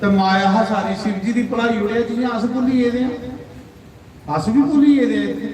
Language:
Dogri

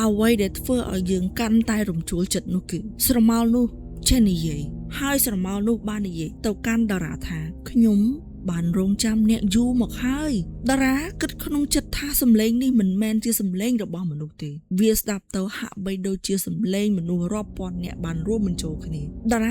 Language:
Khmer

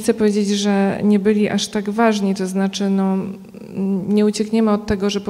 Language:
Polish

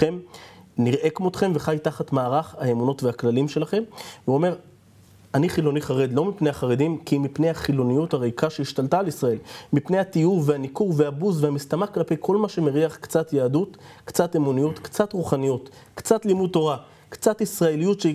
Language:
Hebrew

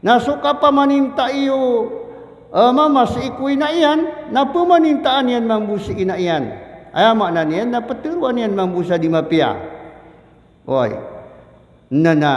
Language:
Maranao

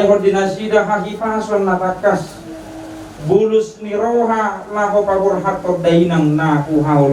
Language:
Batak Toba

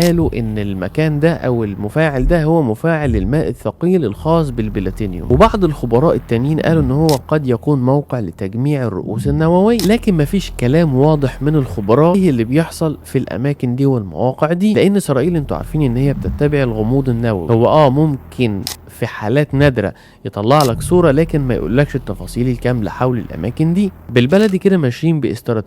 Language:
Egyptian Arabic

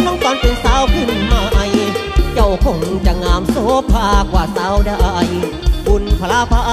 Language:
Thai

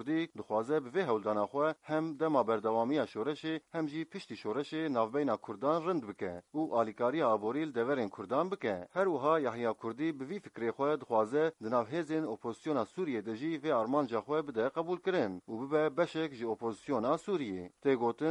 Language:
Kurdish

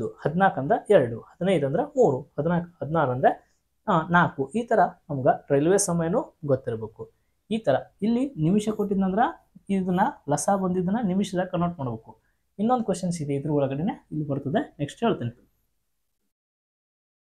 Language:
Kannada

